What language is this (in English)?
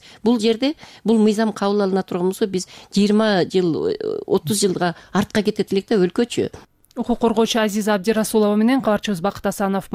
Kyrgyz